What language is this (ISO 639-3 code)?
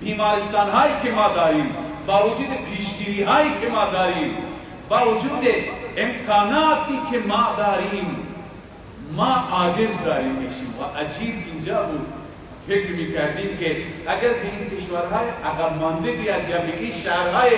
fas